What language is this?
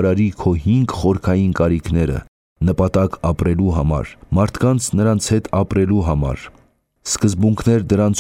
Armenian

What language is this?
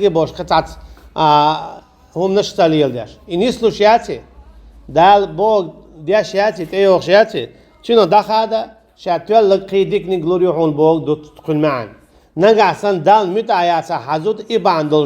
Chechen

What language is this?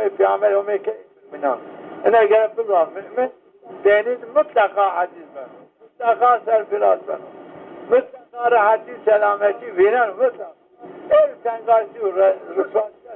Zaza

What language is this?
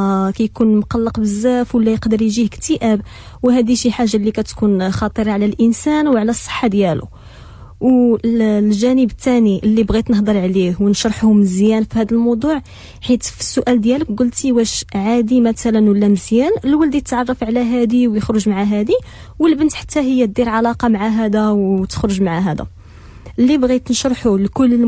Moroccan Arabic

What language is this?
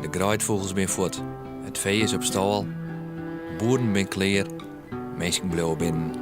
Western Frisian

